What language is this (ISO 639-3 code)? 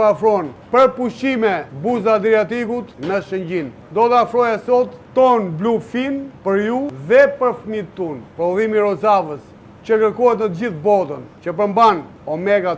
sqi